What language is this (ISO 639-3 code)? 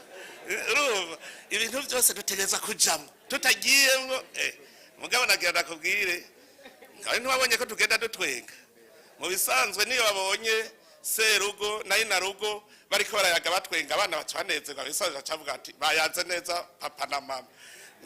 run